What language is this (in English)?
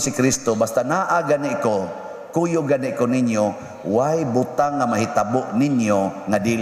Cebuano